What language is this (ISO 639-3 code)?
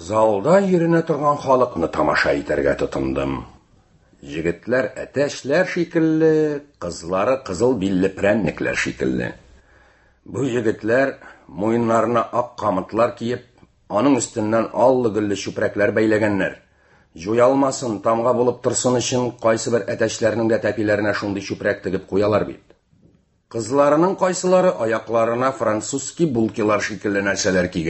tat